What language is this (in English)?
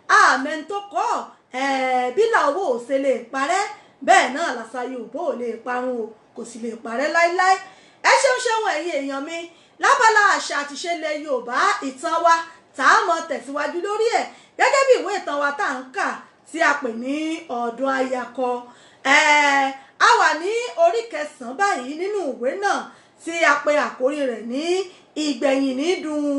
Yoruba